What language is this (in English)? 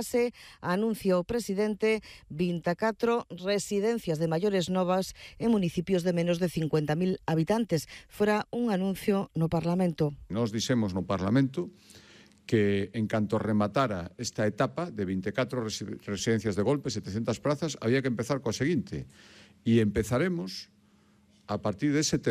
Galician